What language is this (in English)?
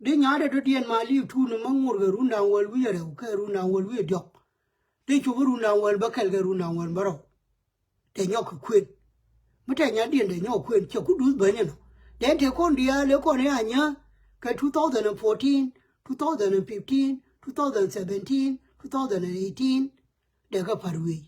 Nuer